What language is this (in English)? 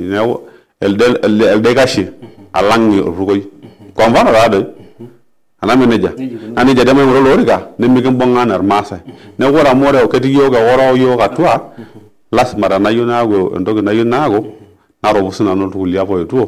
Masai